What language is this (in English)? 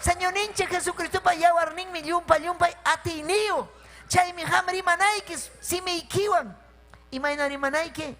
Ayacucho Quechua